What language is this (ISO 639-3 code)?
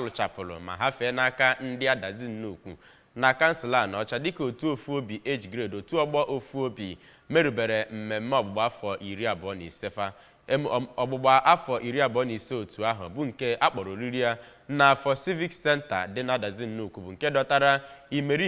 ibo